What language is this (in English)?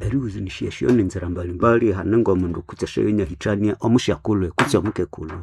Nande